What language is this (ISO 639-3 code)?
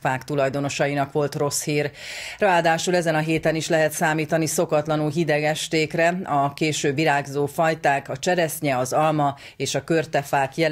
hun